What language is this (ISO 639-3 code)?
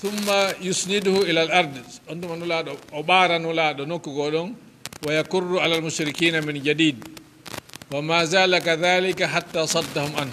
ful